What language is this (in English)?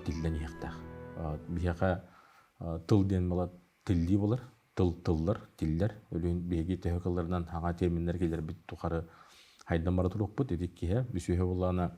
Yakut